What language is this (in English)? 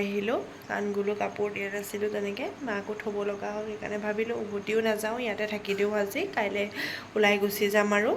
Assamese